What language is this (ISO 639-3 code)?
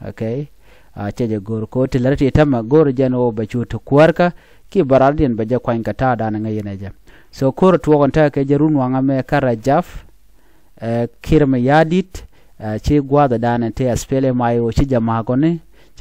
nus